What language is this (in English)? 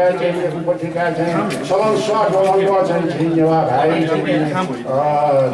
Newari